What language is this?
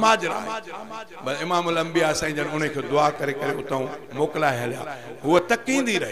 Sindhi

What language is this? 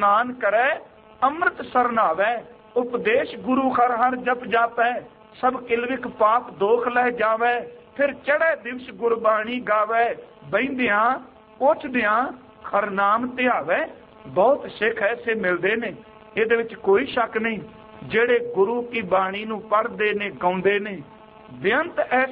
Punjabi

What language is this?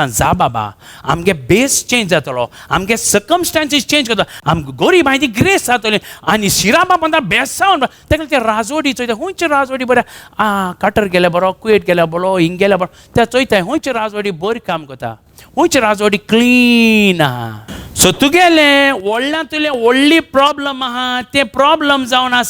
Konkani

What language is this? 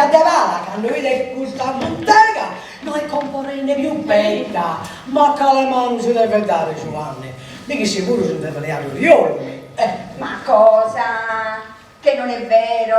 Sardinian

